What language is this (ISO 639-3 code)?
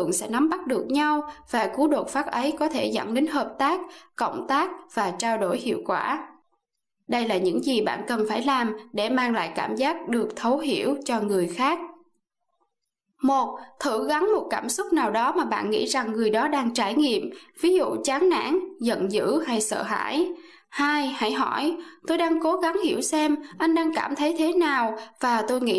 vie